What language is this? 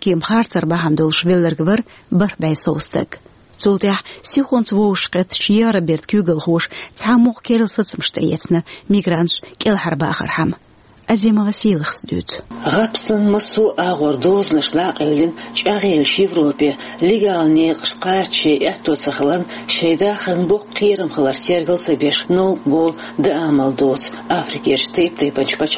Chechen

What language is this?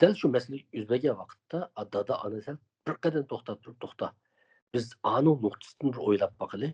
Uyghur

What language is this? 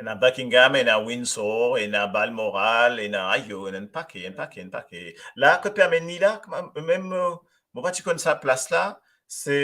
Morisyen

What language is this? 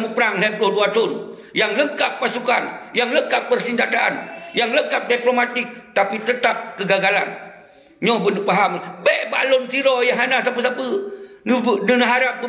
Achinese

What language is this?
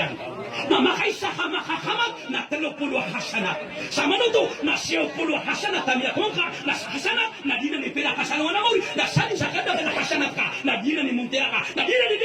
Maranao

